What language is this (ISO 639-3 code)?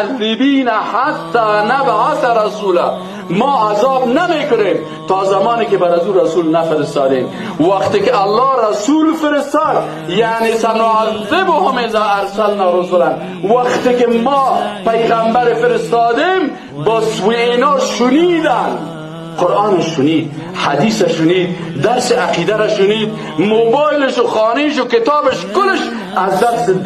fas